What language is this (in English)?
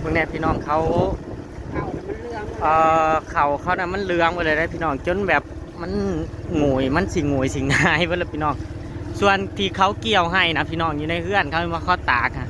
Northeastern Thai